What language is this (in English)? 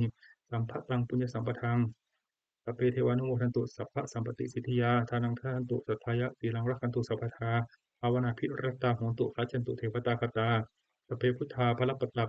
Pali